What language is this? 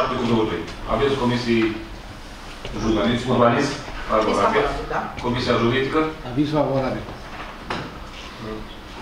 Romanian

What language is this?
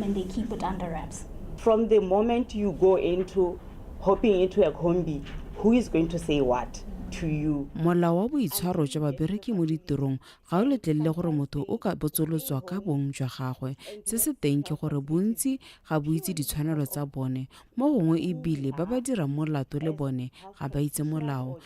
Tswana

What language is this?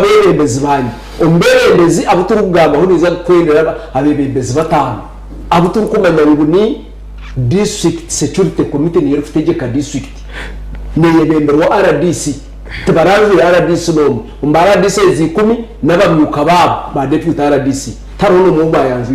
Nyankole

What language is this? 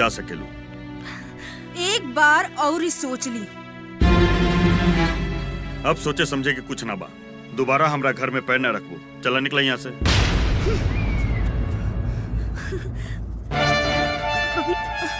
Bhojpuri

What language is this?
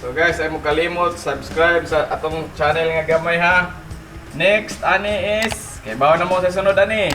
Cebuano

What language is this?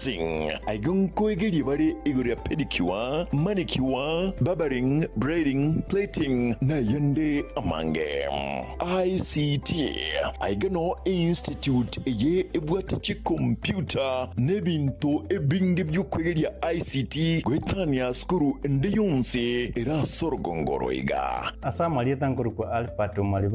Gusii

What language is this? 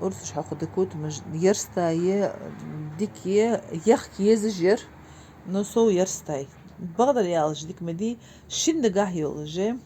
Ingush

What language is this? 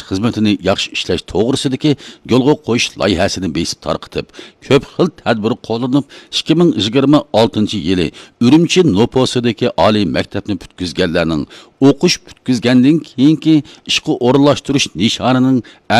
Uyghur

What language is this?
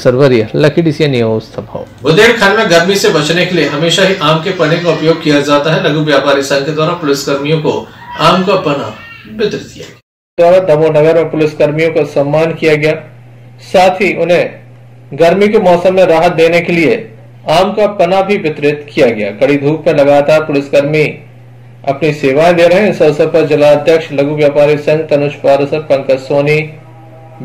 Hindi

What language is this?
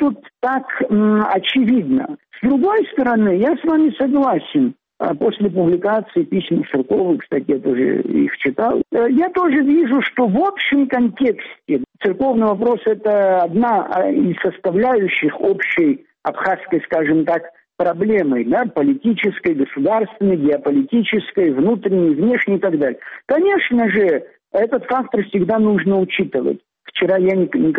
Russian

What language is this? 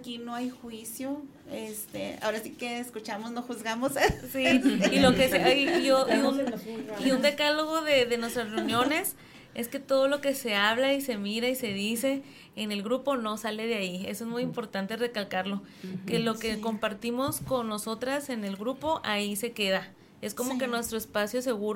Spanish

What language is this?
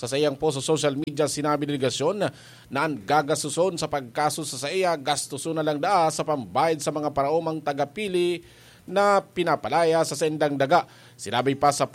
Bikol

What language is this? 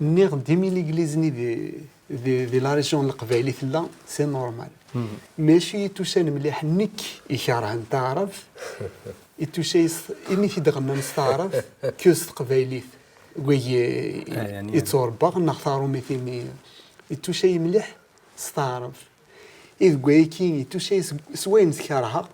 Kabyle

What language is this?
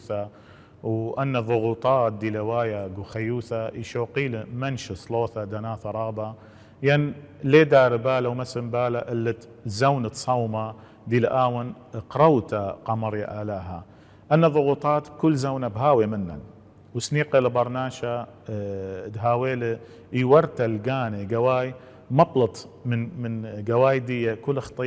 Assyrian Neo-Aramaic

